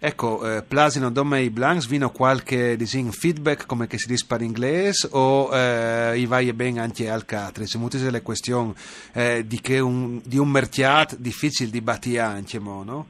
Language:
Friulian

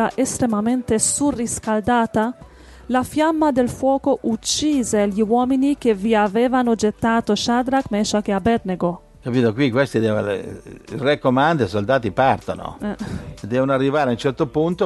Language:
Italian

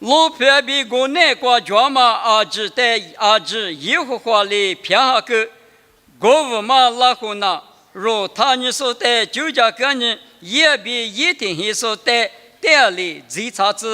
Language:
Lisu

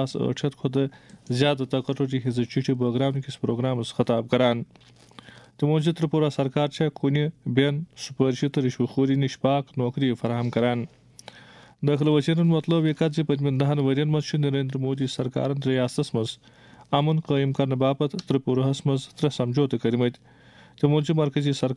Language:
Kashmiri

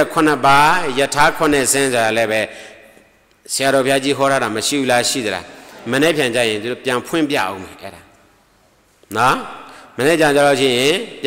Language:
Burmese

